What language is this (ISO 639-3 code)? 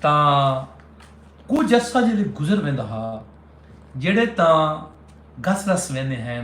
skr